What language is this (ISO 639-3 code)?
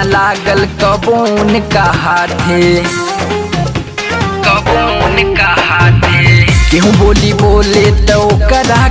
bho